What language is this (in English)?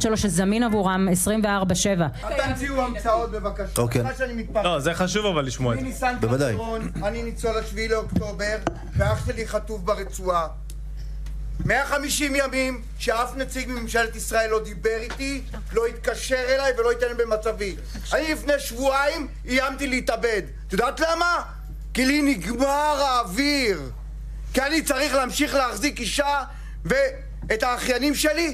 Hebrew